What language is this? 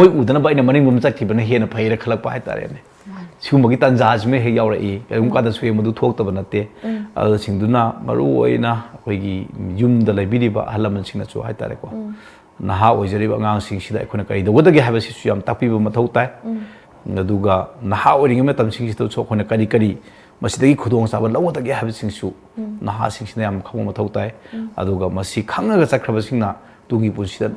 Manipuri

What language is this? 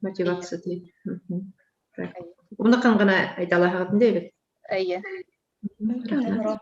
Bashkir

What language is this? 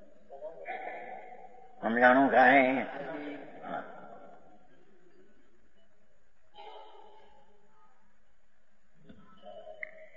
Gujarati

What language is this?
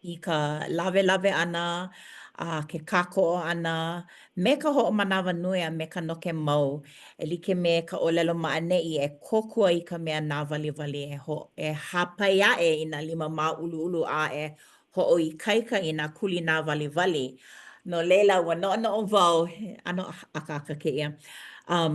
Hawaiian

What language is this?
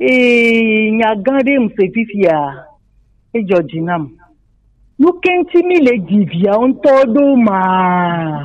Gen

